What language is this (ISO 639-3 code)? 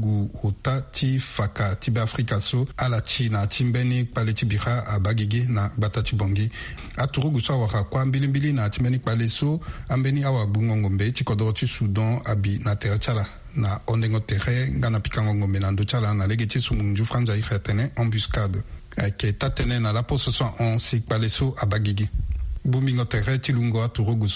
sag